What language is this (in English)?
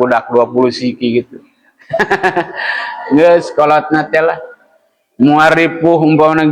Sundanese